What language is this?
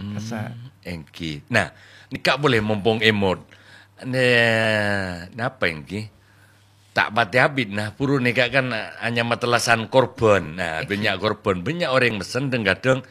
Madurese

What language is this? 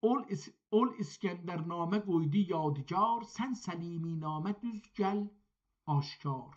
South Azerbaijani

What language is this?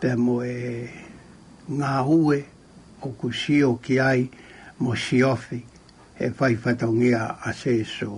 Tongan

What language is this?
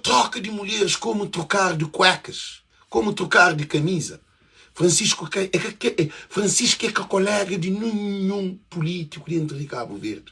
Kabuverdianu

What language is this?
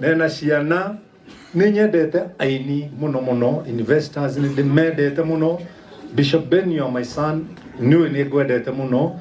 Kikuyu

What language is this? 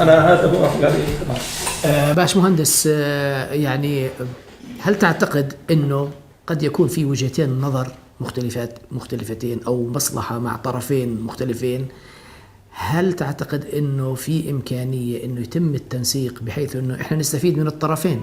North Levantine Arabic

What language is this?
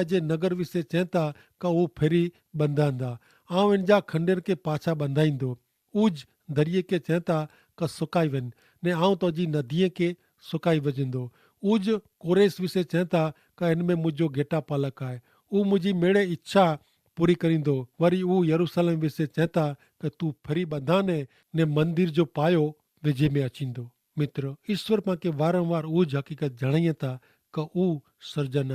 Kachhi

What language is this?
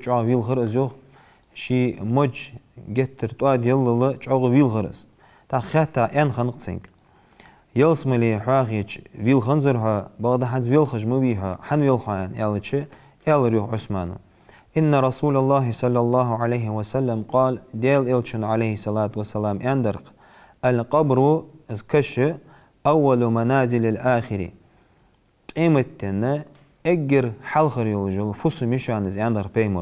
Ingush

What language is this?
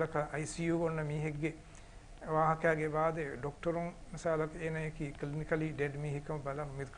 Divehi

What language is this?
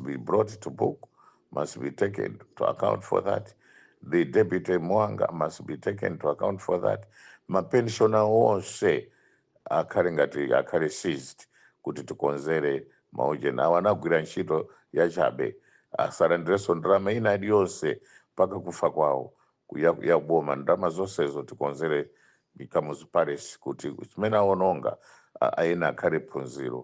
Nyanja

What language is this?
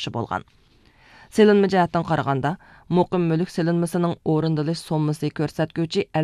Uyghur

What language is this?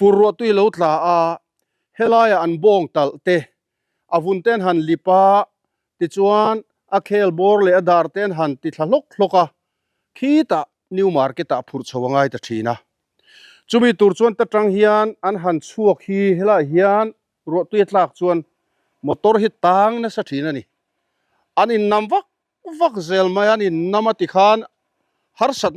Mizo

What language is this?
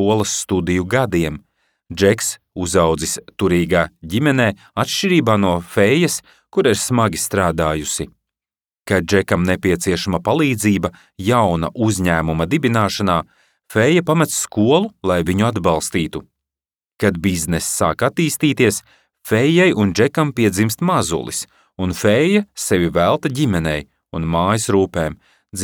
Latvian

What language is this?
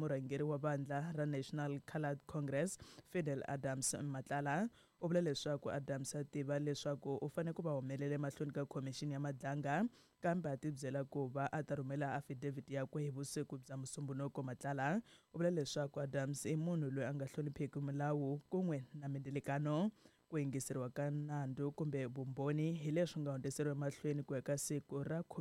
Tsonga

